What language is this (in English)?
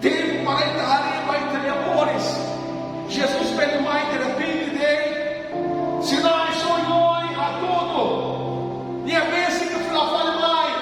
Tetum